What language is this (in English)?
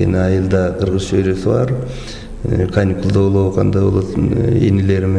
Kyrgyz